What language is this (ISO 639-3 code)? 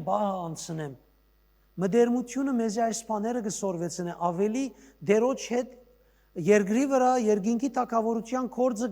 hyw